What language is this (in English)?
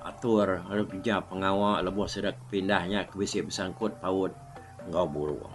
Iban